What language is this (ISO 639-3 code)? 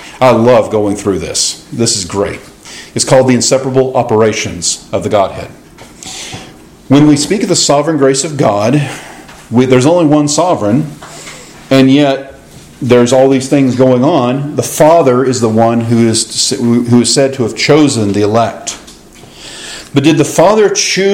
eng